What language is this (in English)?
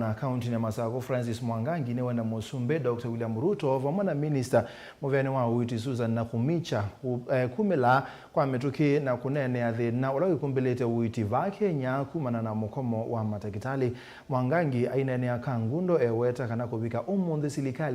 Kamba